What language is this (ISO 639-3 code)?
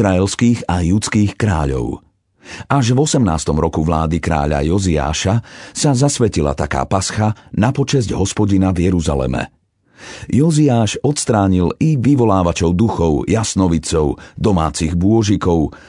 slk